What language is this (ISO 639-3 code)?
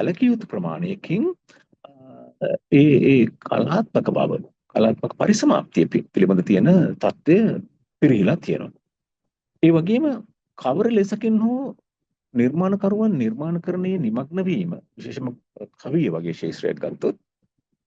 sin